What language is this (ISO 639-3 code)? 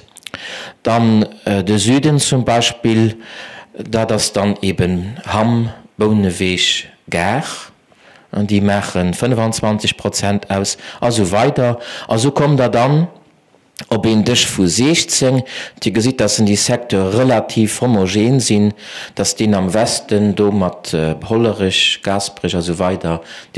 ltz